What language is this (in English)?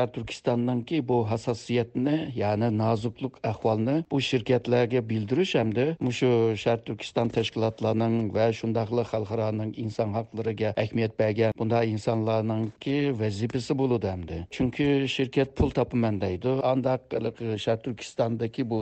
Uyghur